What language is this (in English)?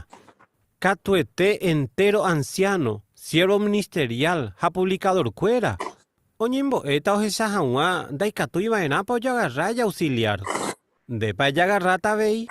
Guarani